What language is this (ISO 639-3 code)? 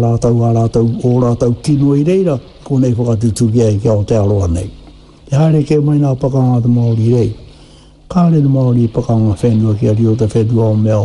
mri